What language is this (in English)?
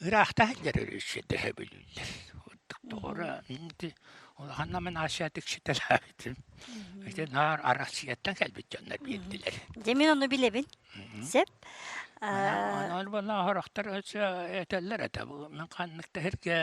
Yakut